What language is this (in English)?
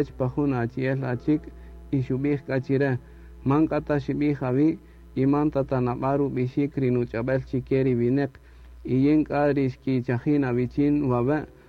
Kaqchikel